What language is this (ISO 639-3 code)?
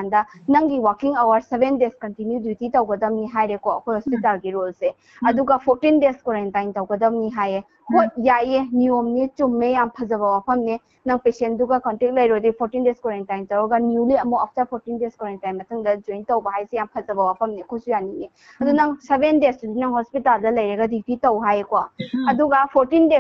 mni